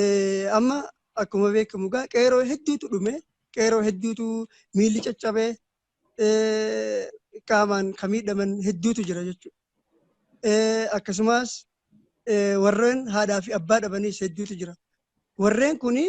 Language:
Oromo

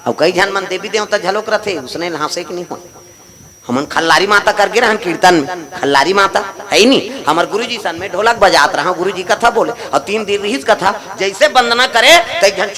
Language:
Chhattisgarhi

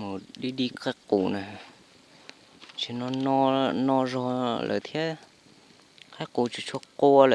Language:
Hmong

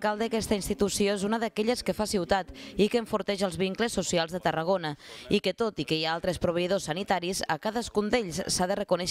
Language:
Catalan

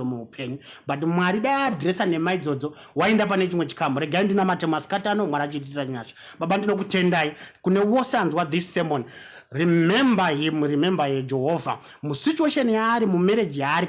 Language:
Shona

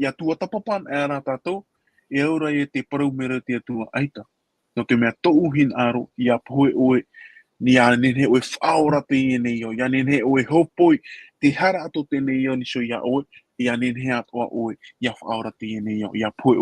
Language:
Tahitian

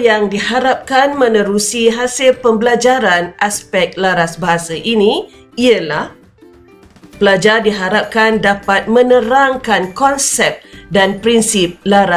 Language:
Malay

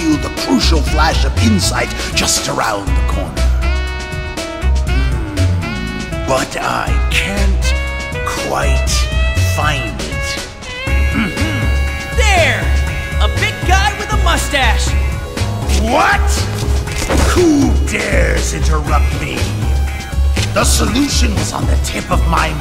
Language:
English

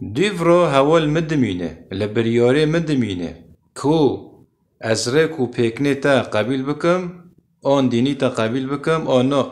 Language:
Kurdish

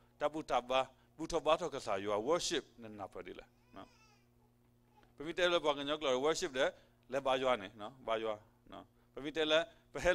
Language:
S'gaw Karen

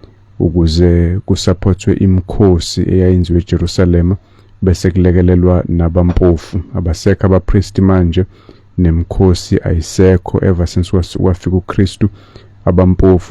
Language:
Zulu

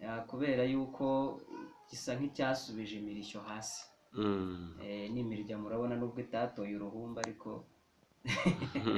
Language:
Kinyarwanda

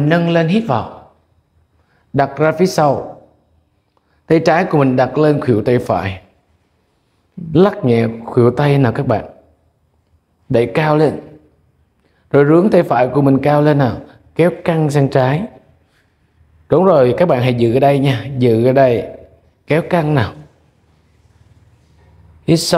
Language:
Vietnamese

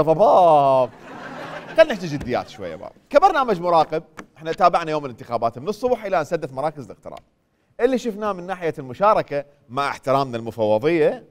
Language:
Mesopotamian Arabic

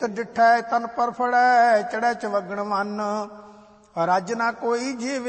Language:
Punjabi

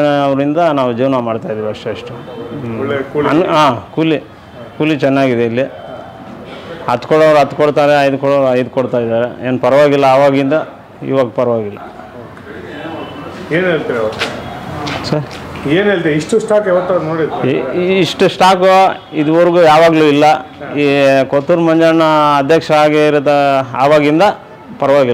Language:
Kannada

